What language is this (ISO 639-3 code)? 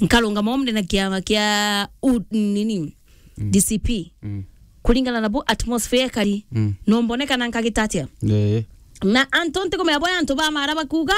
mer